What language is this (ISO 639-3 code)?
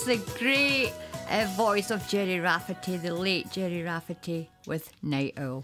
eng